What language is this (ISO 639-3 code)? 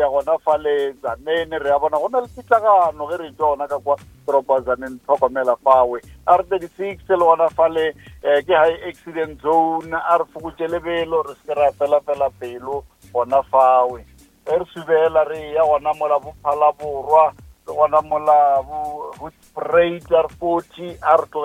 nso